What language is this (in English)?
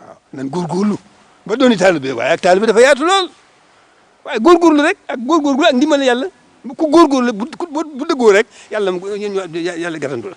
Wolof